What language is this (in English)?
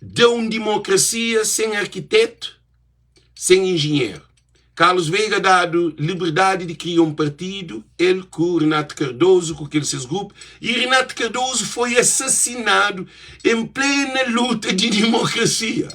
Kabuverdianu